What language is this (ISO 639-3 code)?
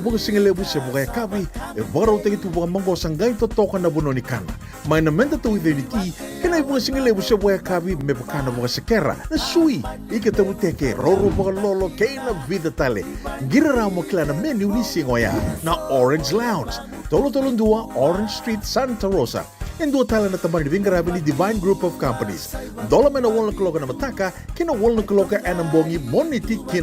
fij